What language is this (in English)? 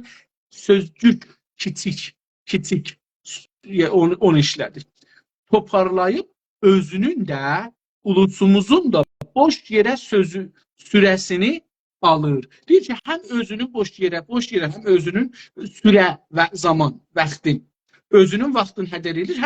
South Azerbaijani